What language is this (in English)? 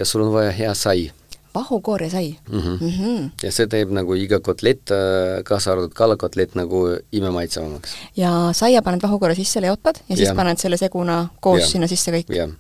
Estonian